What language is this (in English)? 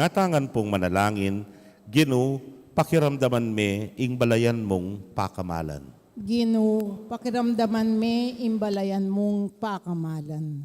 Pampanga